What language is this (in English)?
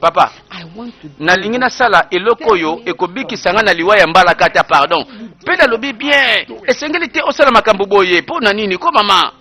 Lingala